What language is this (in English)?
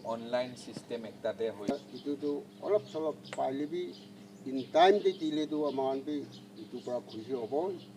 Naga Pidgin